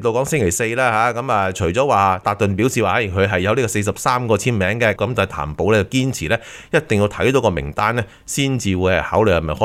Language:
Cantonese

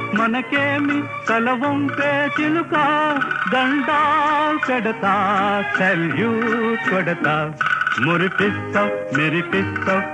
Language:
Telugu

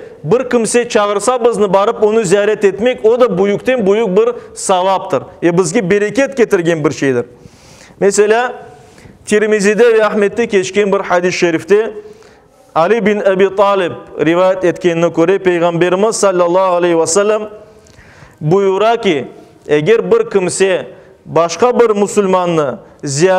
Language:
Crimean Tatar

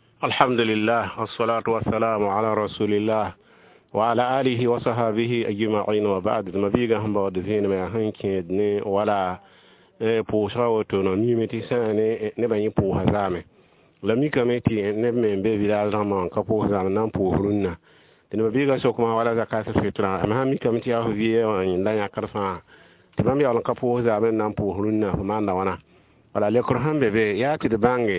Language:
Mossi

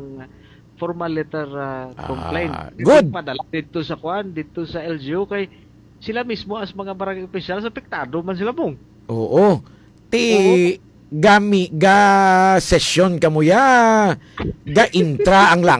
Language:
Hiligaynon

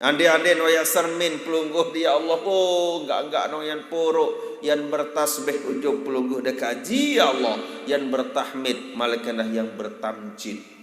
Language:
Sasak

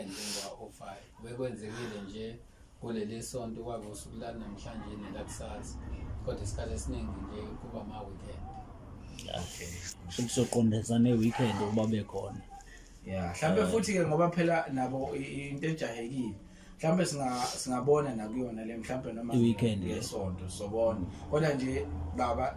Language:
Zulu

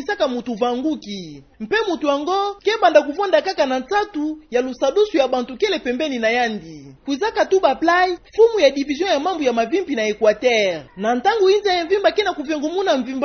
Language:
Kituba (Democratic Republic of Congo)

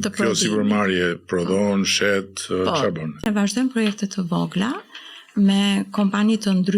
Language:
Albanian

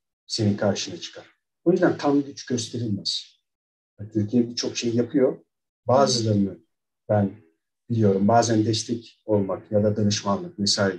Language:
Turkish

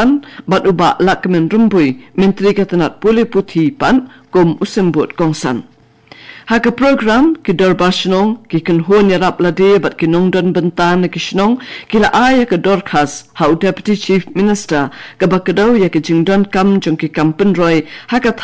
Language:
Khasi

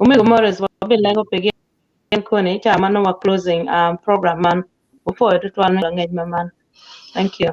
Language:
Acoli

